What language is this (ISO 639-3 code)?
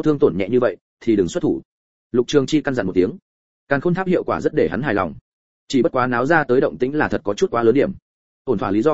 vie